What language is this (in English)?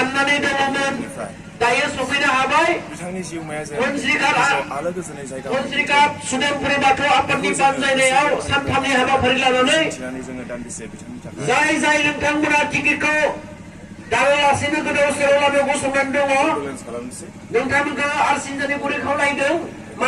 Bodo